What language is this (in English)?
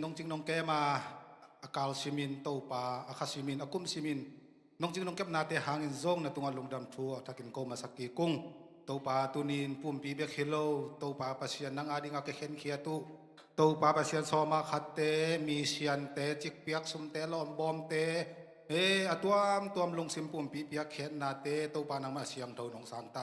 Tedim Chin